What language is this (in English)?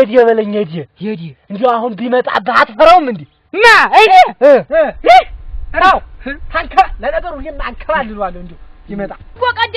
Amharic